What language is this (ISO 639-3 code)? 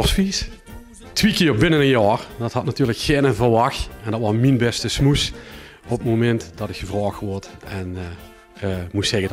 lim